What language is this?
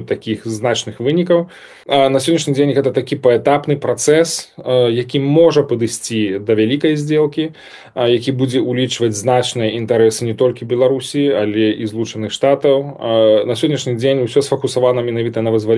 Belarusian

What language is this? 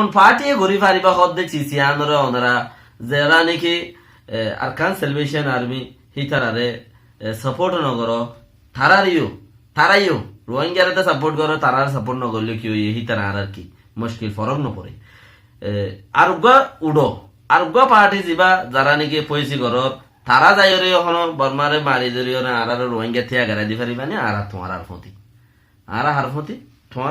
Rohingya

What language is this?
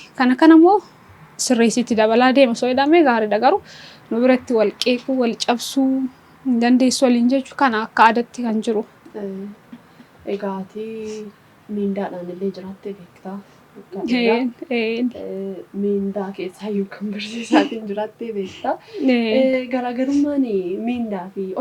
Oromo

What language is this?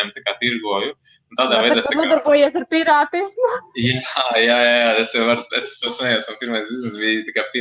Latvian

